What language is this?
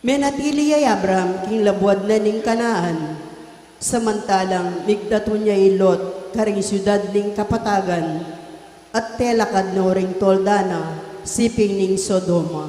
Pampanga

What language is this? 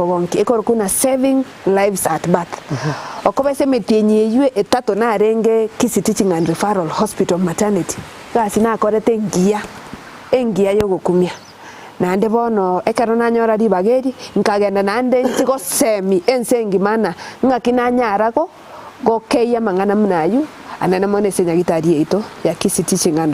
Gusii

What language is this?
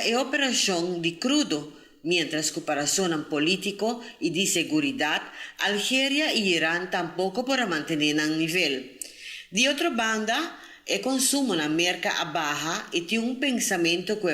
Papiamento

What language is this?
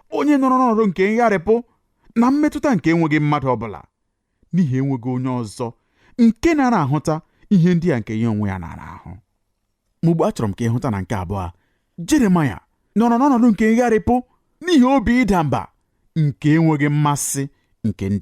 Igbo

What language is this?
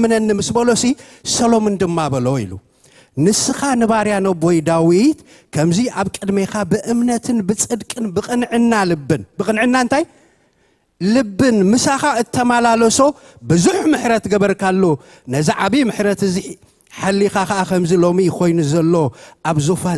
Tigrinya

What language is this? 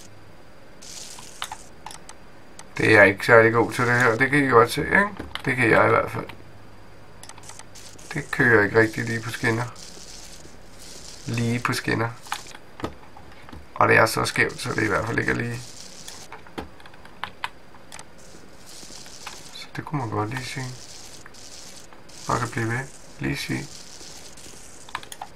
Danish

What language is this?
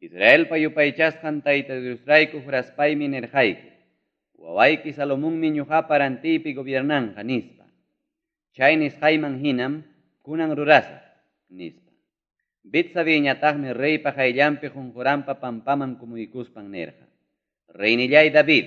Ayacucho Quechua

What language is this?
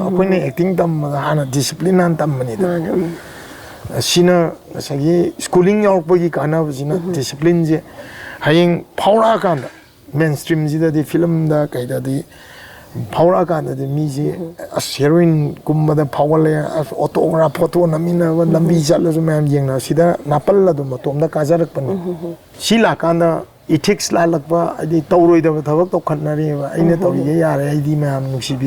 Manipuri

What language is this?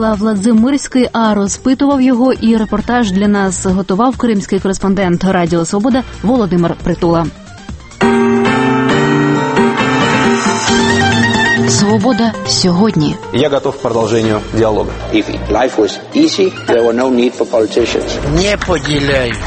Ukrainian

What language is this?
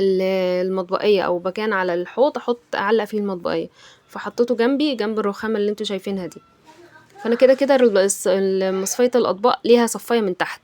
Egyptian Arabic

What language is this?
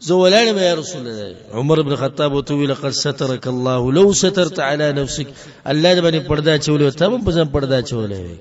Pashto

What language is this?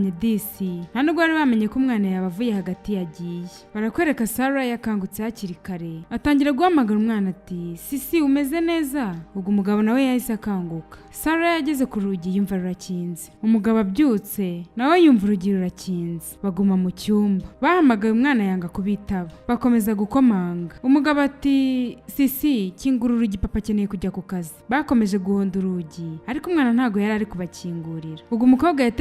Kinyarwanda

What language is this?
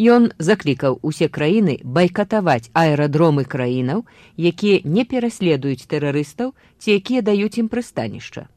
Belarusian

